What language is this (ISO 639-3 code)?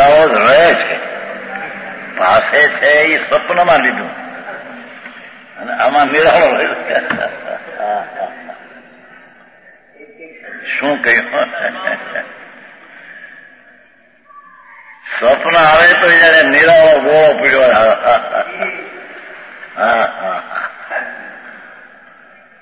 guj